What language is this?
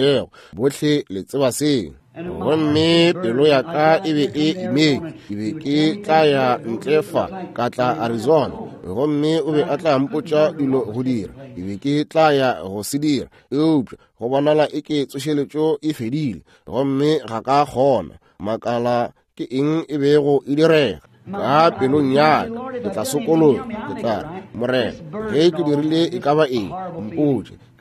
Northern Sotho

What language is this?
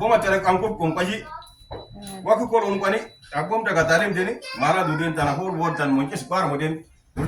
Uduk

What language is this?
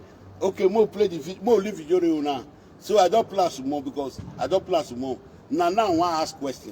Nigerian Pidgin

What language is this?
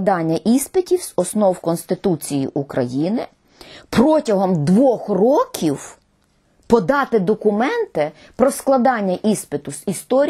Ukrainian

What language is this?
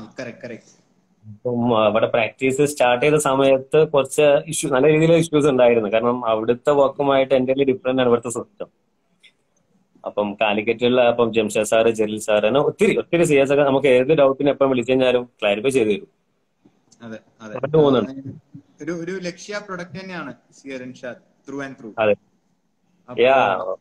Malayalam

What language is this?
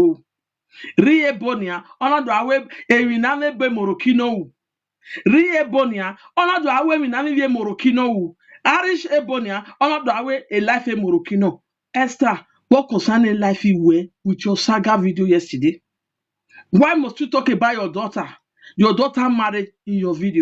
Nigerian Pidgin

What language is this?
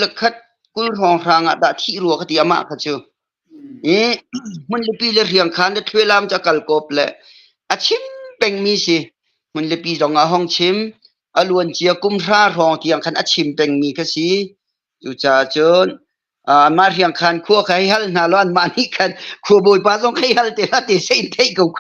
Hakha Chin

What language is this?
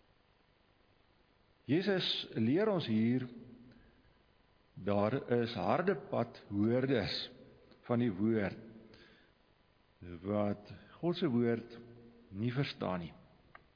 Afrikaans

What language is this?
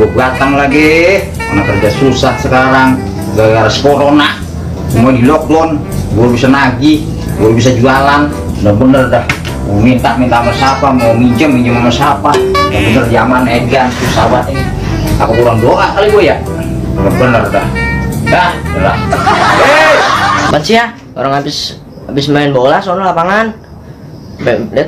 Betawi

